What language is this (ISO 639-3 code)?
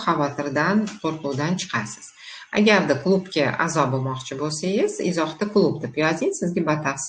uzb